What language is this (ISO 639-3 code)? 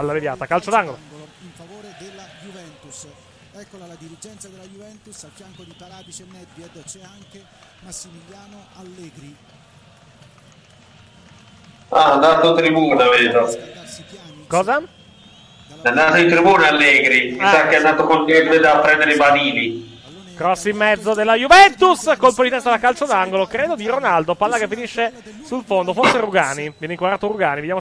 ita